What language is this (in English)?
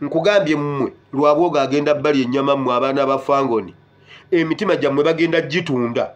Ganda